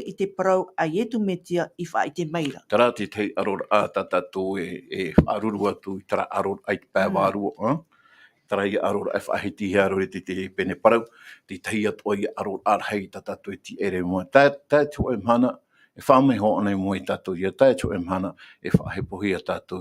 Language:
Tahitian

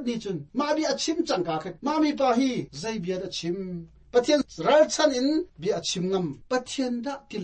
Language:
Hakha Chin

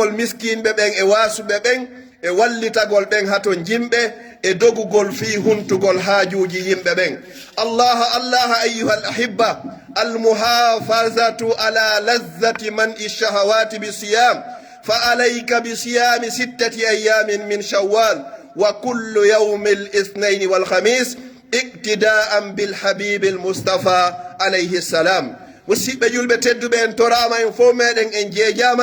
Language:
Pular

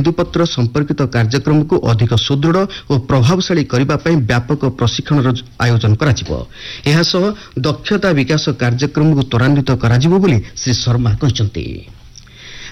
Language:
Odia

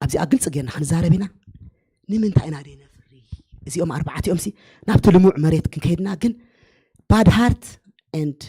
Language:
Tigrinya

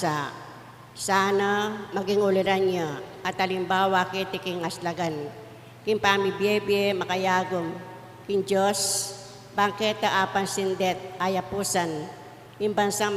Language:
Pampanga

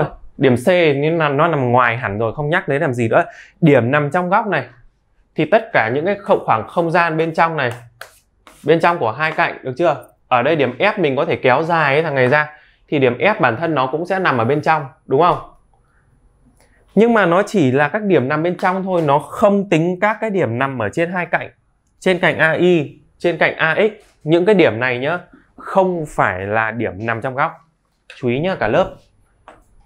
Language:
Vietnamese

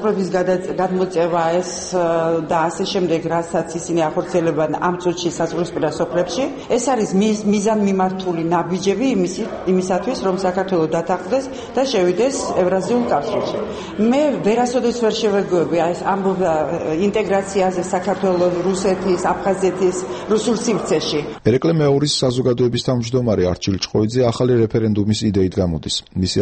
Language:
Georgian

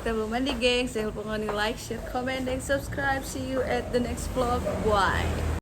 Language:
Manado Malay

